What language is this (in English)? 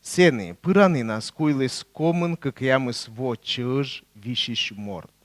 Komi